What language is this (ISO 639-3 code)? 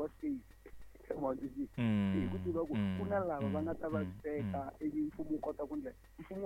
tso